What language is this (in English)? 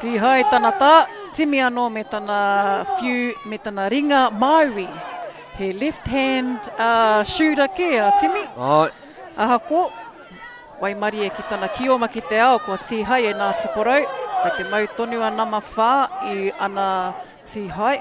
Māori